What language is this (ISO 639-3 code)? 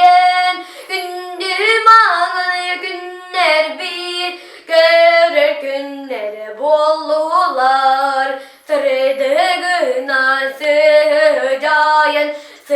sah